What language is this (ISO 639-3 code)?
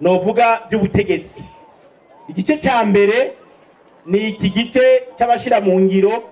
run